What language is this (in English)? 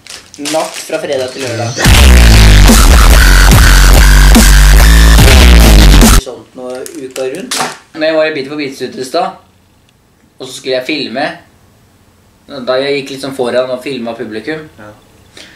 Norwegian